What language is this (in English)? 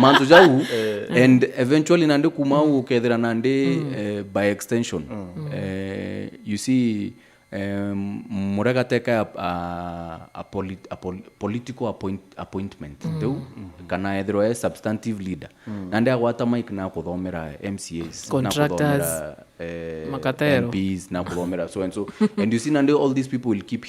Meru